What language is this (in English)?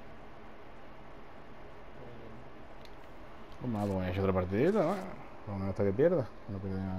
Spanish